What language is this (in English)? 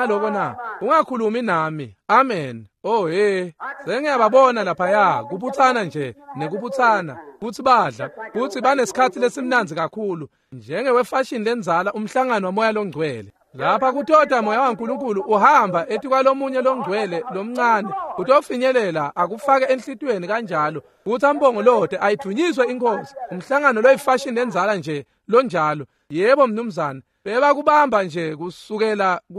Swati